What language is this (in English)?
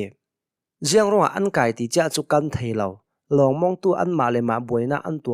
Hakha Chin